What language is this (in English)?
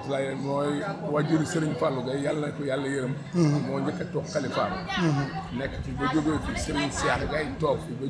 Wolof